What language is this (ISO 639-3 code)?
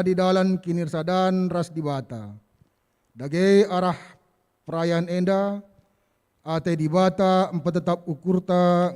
btx